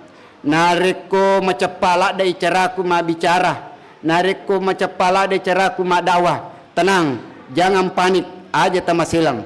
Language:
Buginese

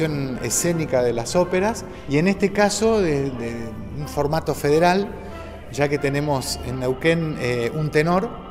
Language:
Spanish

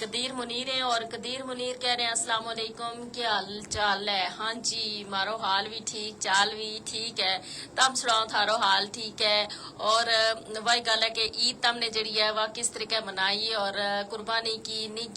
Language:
Gujari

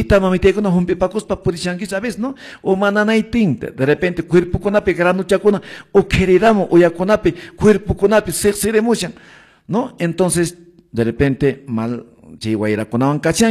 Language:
Quechua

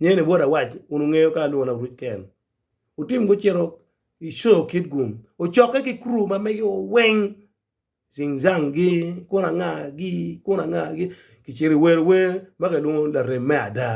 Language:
Acoli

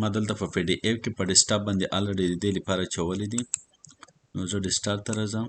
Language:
Pashto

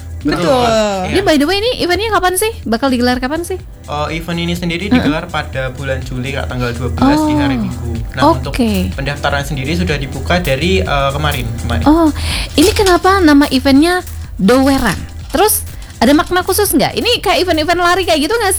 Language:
Indonesian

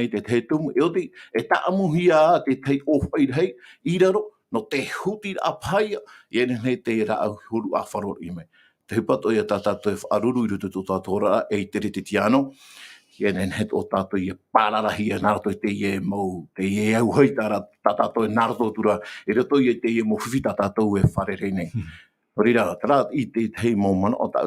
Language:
Tahitian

